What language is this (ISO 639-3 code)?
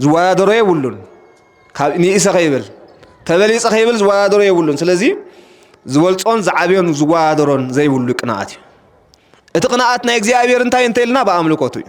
tir